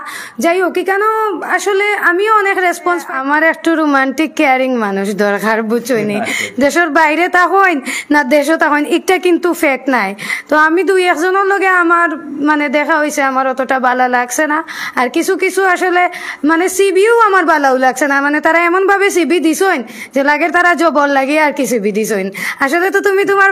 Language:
Sylheti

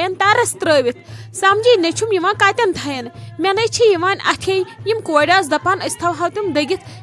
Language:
Kashmiri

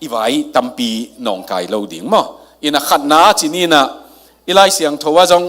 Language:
Tedim Chin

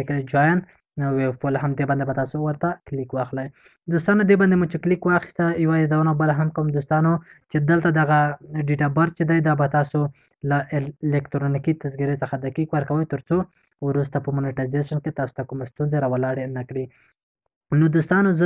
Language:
Pashto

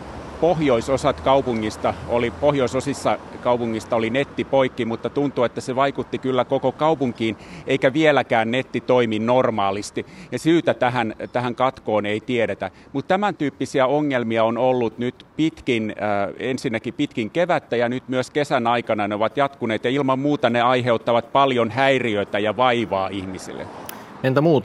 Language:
Finnish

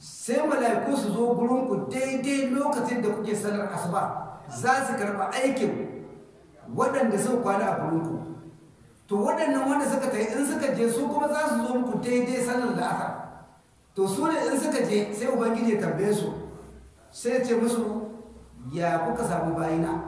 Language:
Hausa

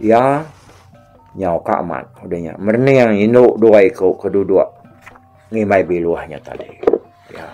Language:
Iban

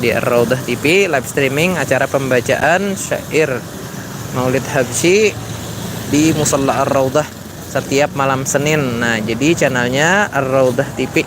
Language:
Banjar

